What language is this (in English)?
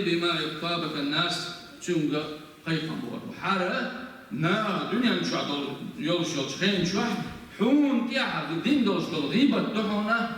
Chechen